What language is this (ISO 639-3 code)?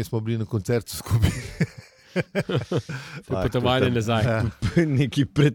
slv